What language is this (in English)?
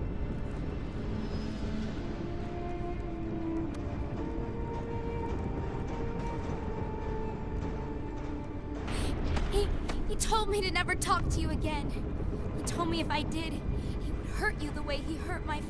English